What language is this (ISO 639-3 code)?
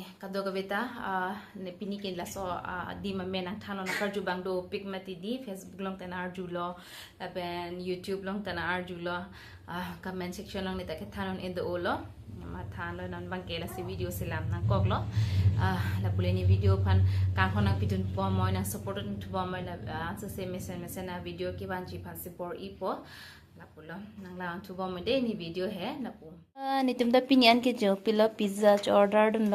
mjw